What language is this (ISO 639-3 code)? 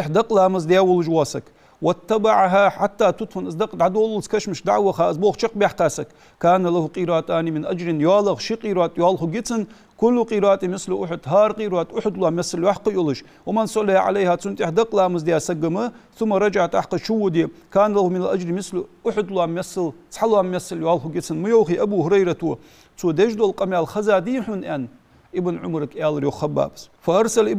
inh